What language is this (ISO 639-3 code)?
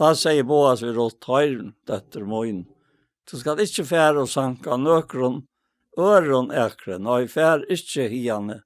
fao